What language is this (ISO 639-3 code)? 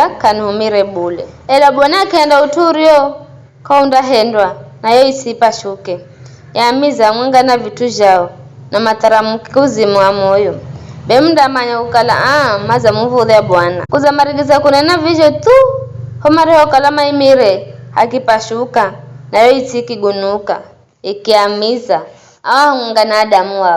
nyf